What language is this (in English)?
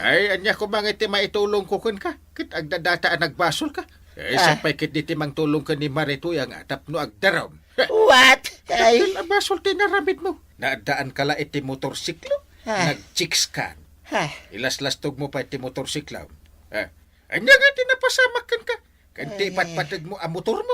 Iloko